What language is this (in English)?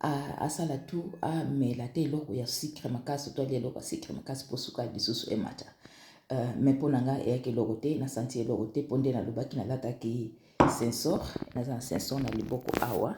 Lingala